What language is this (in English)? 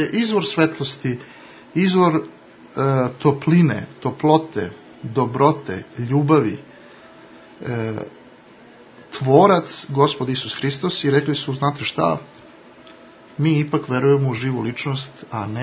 Serbian